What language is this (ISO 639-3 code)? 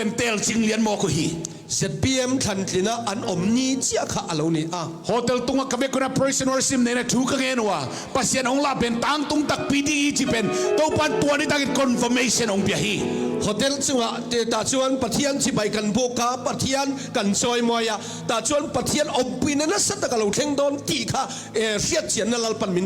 lus